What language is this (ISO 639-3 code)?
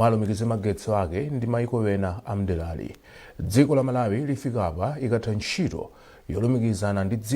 nya